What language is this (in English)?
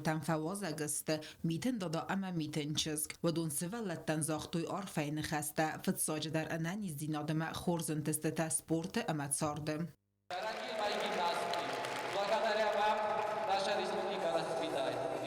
Ossetic